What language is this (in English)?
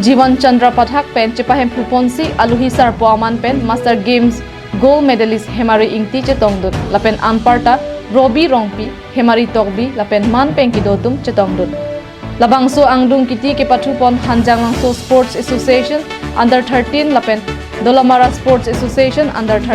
Karbi